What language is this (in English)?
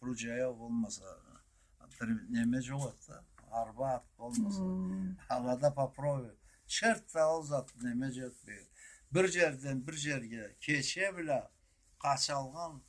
Karachay-Balkar